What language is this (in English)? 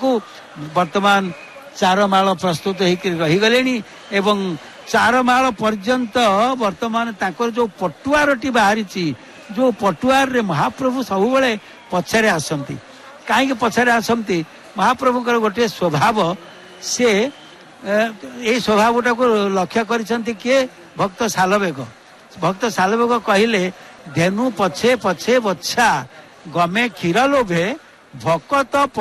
Odia